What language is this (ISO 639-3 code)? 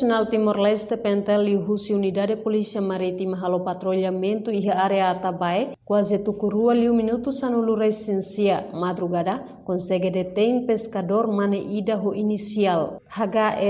tet